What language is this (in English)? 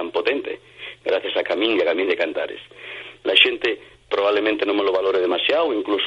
Asturian